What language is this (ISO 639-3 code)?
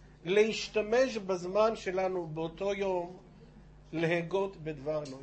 heb